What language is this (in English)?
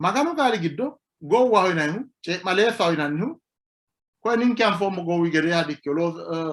Sidamo